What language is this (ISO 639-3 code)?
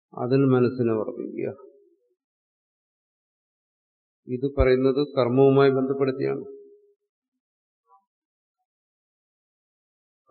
mal